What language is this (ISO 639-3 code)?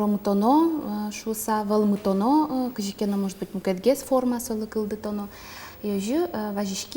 udm